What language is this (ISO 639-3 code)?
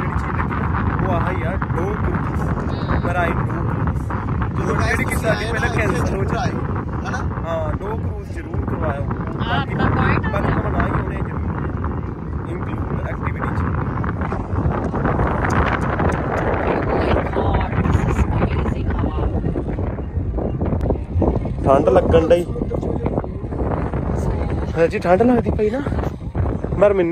pan